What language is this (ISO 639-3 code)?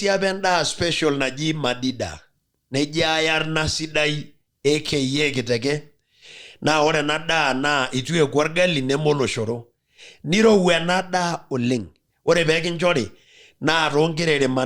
mas